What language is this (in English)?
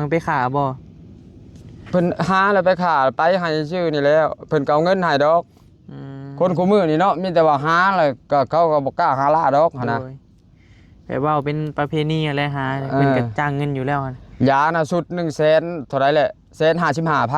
Northeastern Thai